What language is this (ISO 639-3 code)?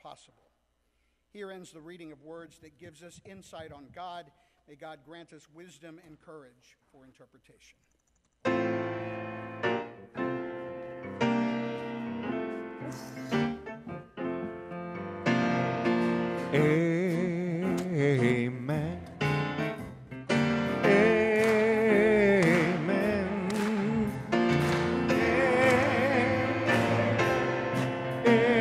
eng